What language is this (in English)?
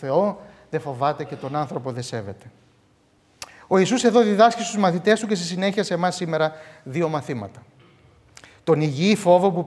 Greek